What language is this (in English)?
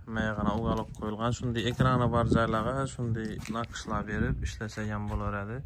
Uzbek